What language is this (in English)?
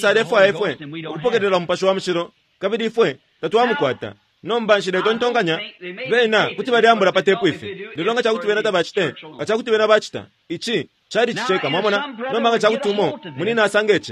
Bemba